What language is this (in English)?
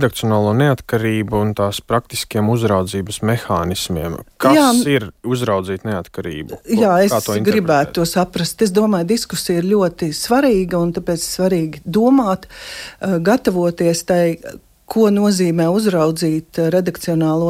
Latvian